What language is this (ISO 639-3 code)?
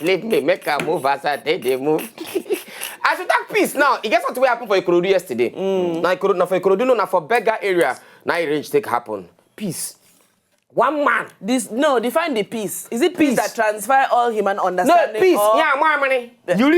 pcm